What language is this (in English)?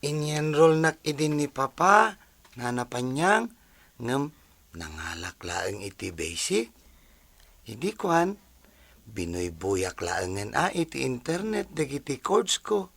Iloko